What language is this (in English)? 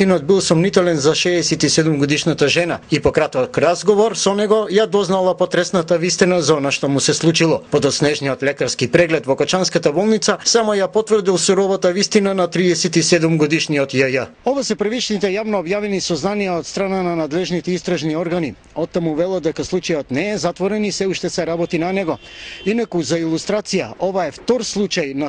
Macedonian